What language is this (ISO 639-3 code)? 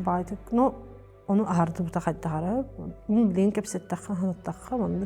sah